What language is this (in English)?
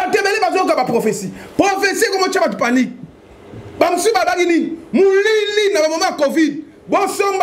Lingala